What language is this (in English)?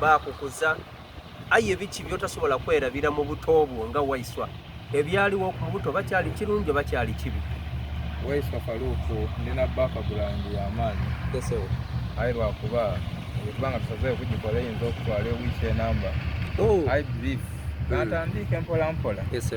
Soga